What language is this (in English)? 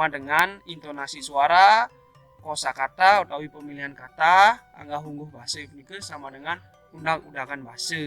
Balinese